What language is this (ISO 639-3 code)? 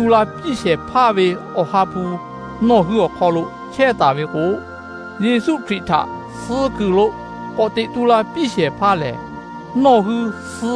lhu